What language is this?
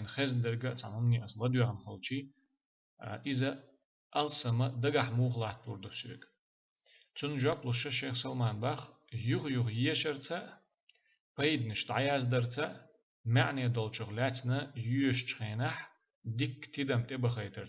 Chechen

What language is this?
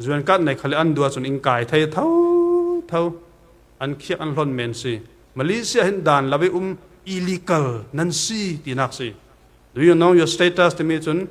Falam Chin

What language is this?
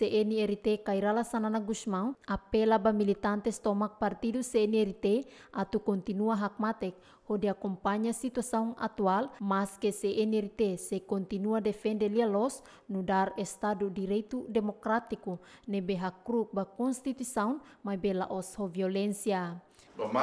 Tetum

